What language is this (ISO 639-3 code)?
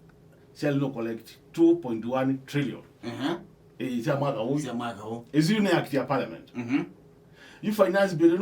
kam